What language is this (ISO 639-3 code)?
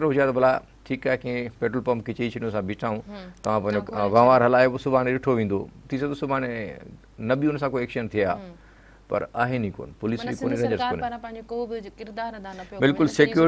snd